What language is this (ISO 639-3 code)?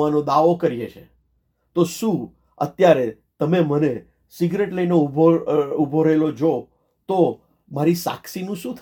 guj